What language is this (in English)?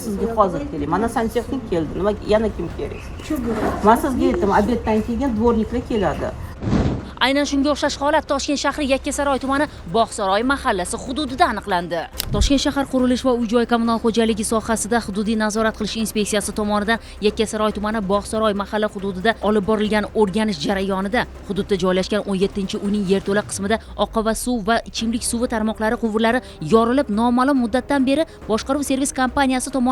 Uzbek